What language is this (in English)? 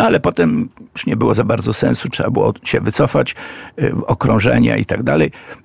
Polish